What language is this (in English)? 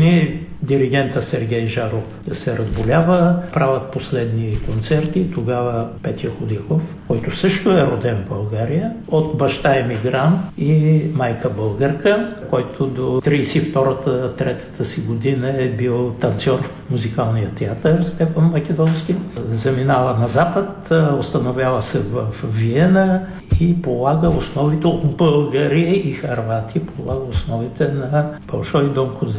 Bulgarian